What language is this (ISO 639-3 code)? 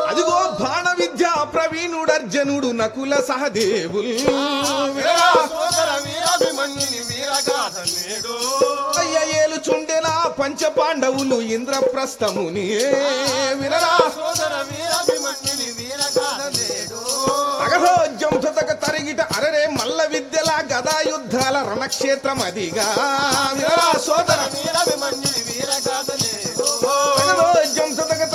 tel